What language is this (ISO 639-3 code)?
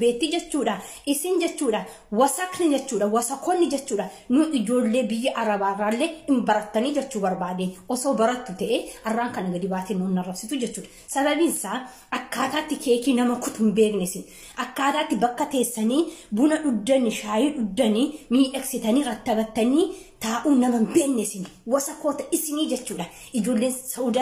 orm